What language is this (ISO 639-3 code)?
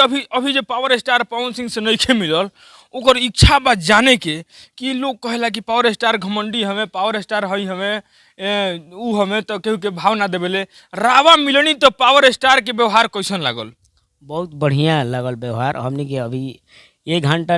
bho